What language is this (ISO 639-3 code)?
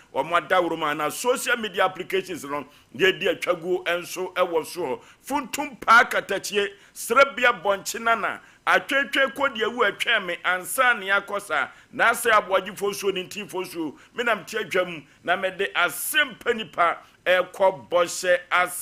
aka